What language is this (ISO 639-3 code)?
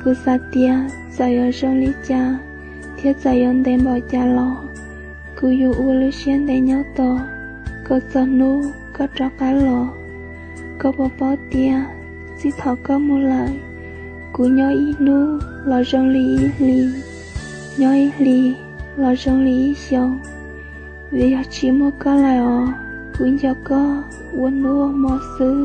hmn